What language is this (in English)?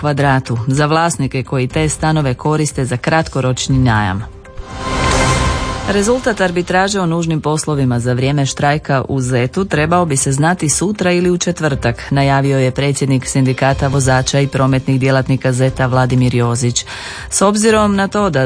Croatian